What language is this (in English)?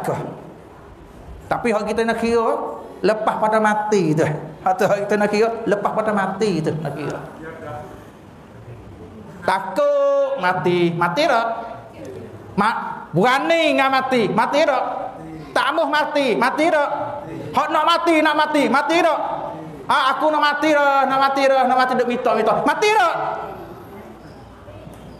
Malay